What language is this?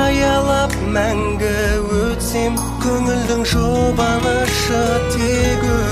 Kazakh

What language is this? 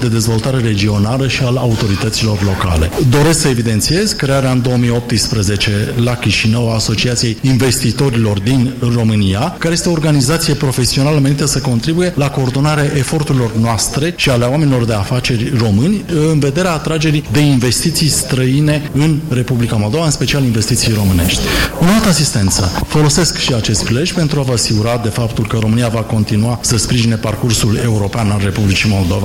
Romanian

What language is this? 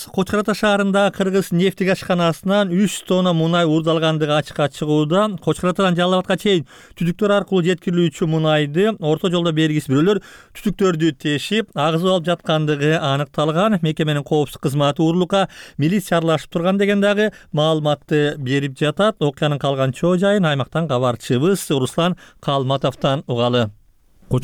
Kyrgyz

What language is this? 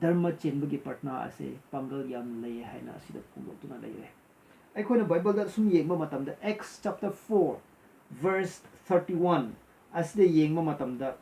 Manipuri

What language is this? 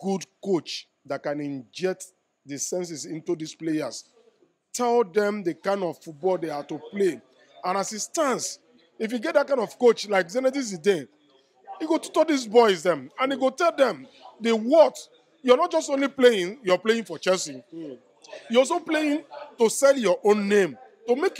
Nigerian Pidgin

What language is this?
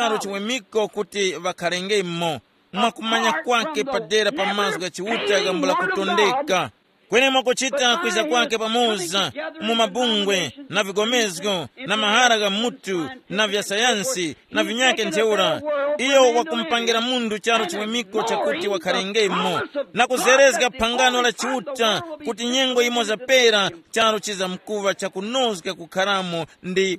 Tumbuka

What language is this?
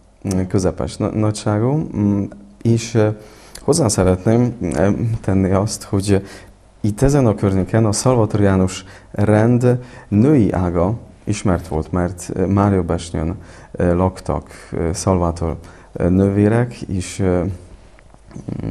Hungarian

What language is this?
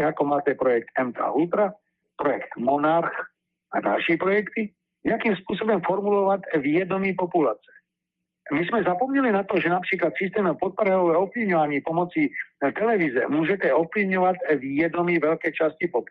Slovak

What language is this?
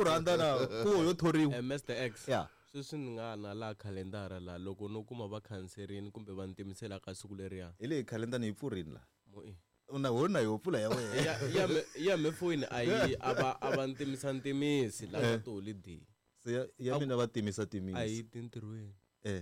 Tsonga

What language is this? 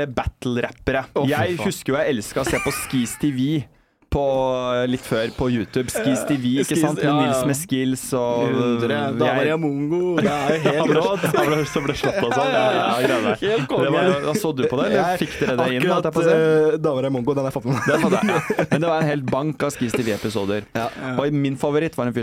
Norwegian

